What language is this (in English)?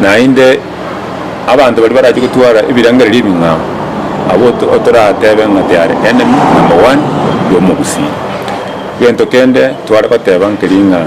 Gusii